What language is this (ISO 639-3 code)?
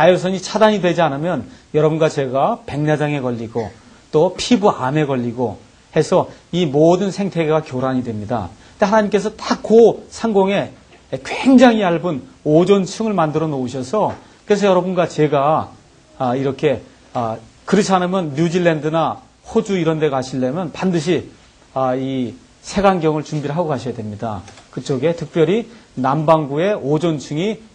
kor